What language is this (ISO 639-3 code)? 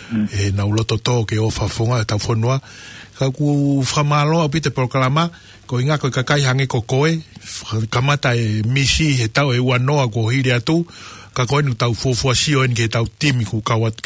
ton